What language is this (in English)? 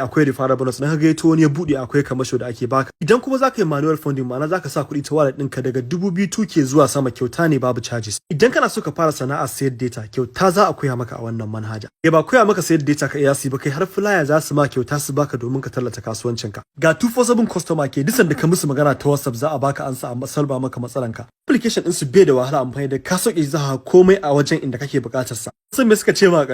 Hausa